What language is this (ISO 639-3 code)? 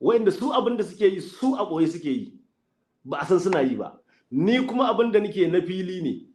hau